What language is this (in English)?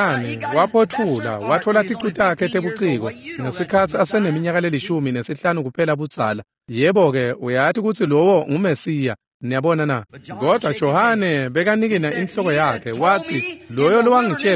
Swati